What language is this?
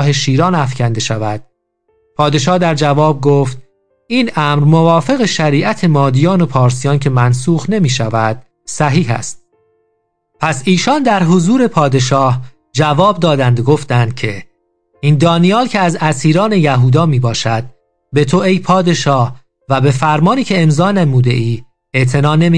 Persian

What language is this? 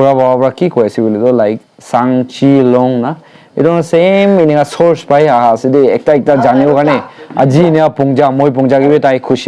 Naga Pidgin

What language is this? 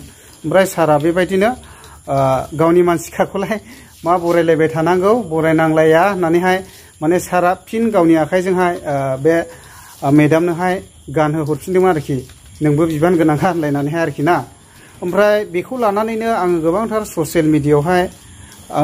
Bodo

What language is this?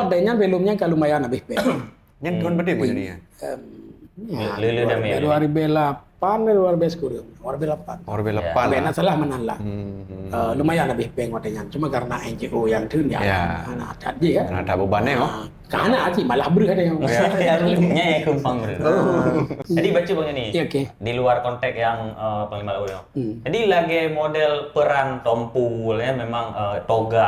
Achinese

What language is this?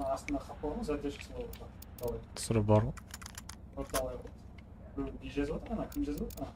Kara-Kalpak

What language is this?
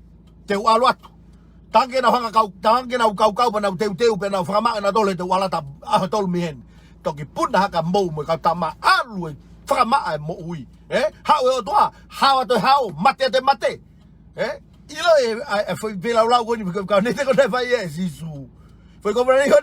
Tongan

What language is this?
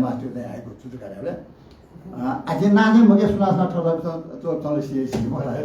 Newari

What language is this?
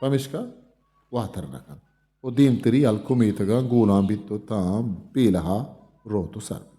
Eastern Balochi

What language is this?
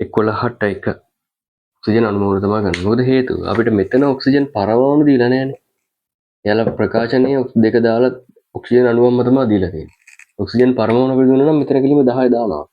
Sinhala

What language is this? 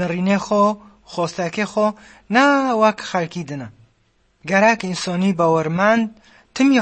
Kurdish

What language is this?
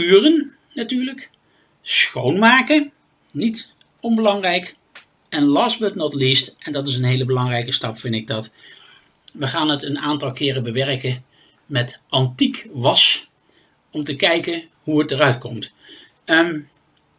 Dutch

